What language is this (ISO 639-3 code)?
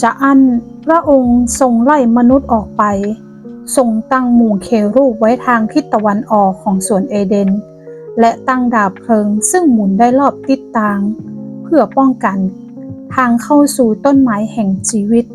nod